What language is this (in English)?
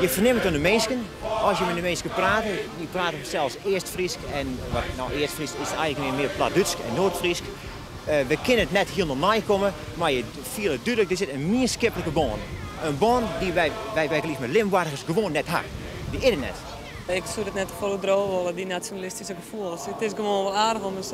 Western Frisian